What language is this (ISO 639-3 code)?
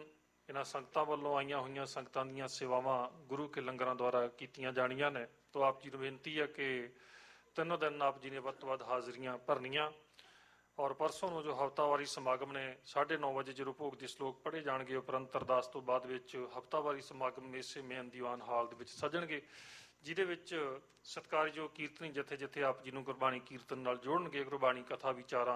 pan